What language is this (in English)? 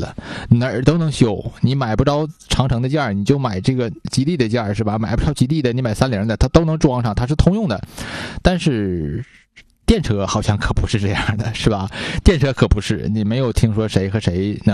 Chinese